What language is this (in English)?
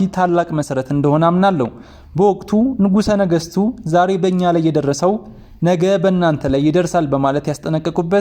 Amharic